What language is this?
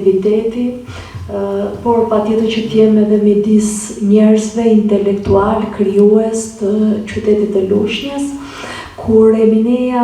Albanian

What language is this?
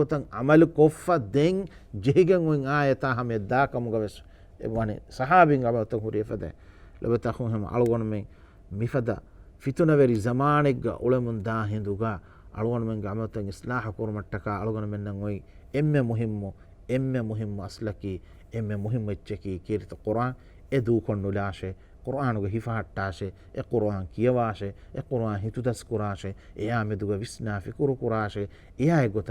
Divehi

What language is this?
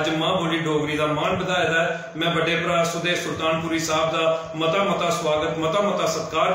Dogri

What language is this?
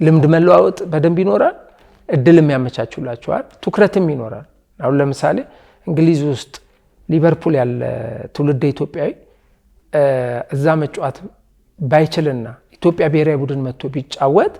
Amharic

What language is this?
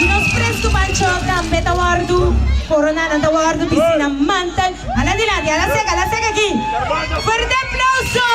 Papiamento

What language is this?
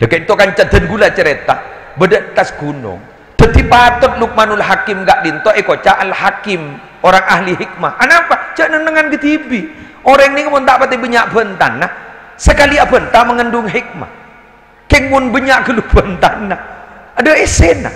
Madurese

